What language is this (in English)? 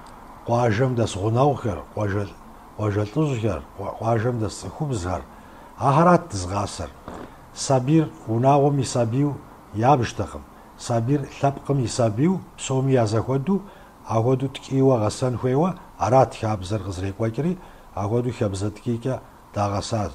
Kabardian